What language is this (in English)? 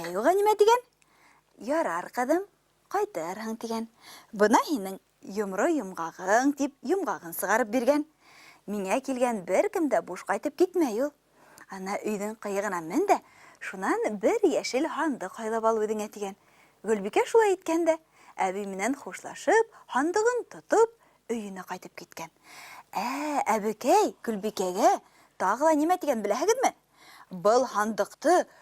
Bashkir